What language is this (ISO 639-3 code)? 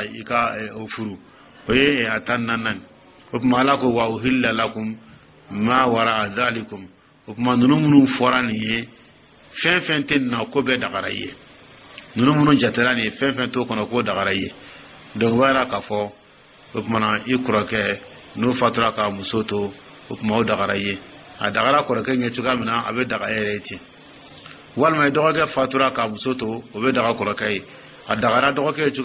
dyu